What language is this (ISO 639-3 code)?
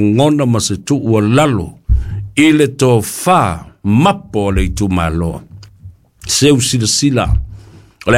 smo